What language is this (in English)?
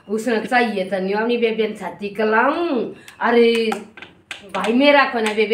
Haryanvi